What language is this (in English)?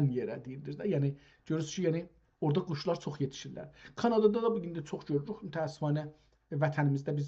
South Azerbaijani